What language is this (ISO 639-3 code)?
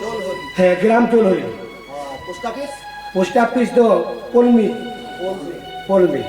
sat